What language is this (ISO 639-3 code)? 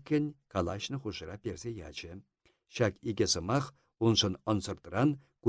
chv